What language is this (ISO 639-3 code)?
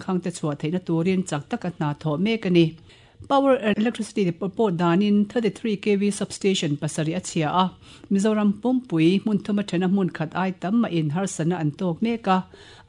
lus